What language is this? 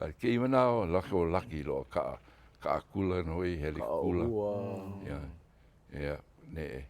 Hawaiian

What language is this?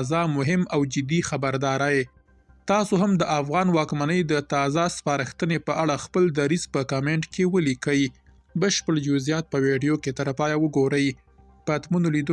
Pashto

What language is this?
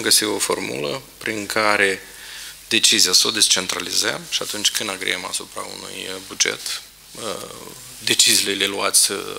Romanian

